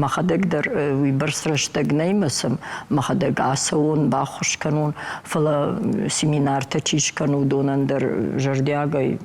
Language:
Ossetic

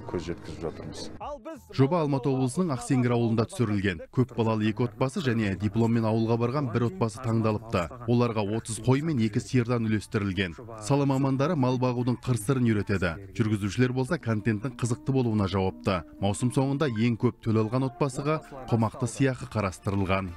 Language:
Kazakh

